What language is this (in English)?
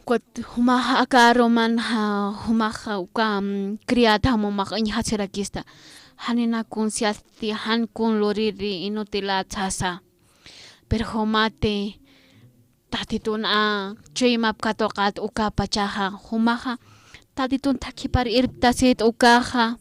Aymara